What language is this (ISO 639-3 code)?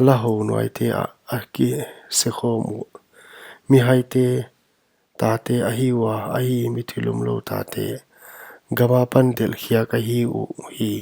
pck